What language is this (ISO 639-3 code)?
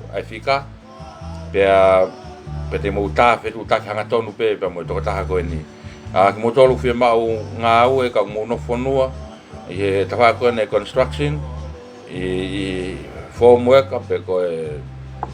ton